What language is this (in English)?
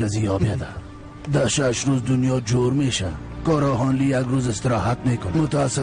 Persian